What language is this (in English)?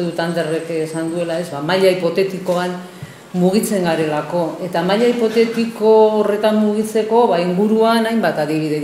Basque